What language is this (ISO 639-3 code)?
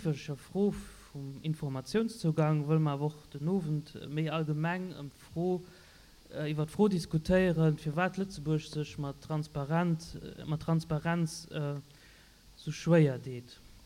ltz